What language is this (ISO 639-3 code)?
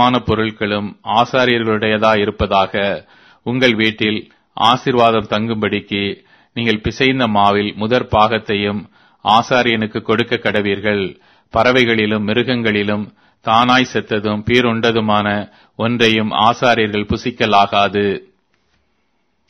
tam